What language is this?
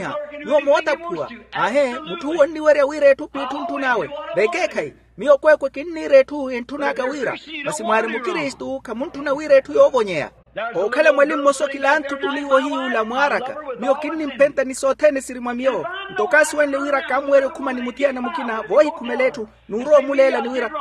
Makhuwa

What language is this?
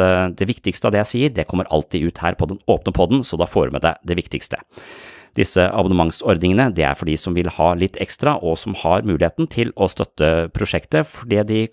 Norwegian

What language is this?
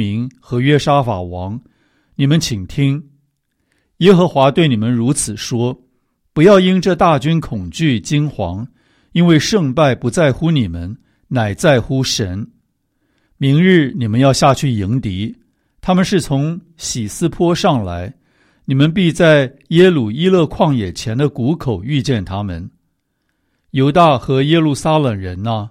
Chinese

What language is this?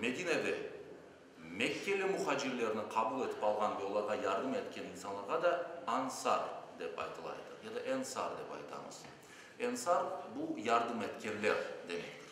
Crimean Tatar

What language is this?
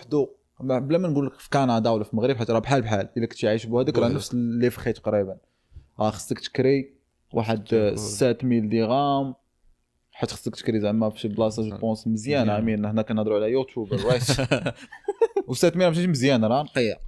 Moroccan Arabic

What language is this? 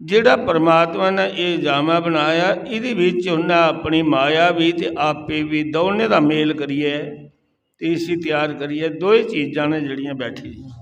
Dogri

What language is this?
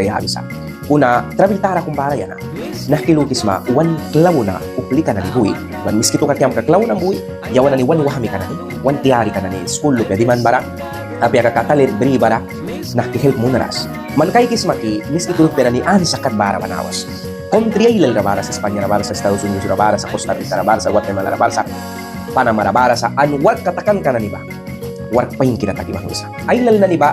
Mískito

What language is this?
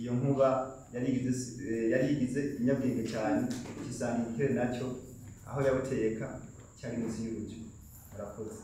Rundi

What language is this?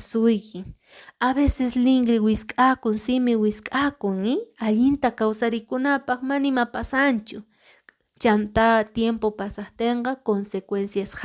Quechua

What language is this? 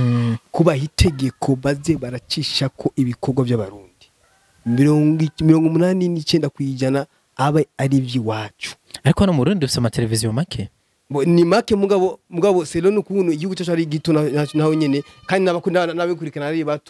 Rundi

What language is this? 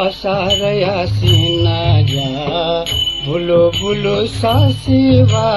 Newari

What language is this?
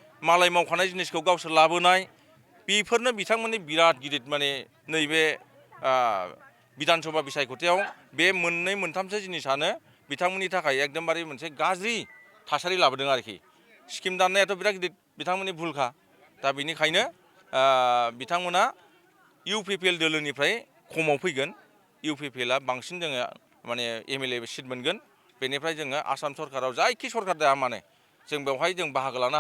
Bodo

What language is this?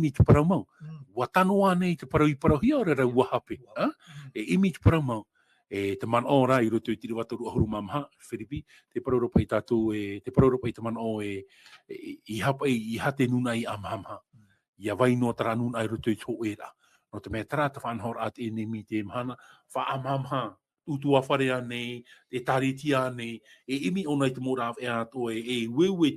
Tahitian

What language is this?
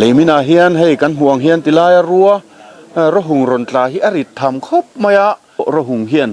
Mizo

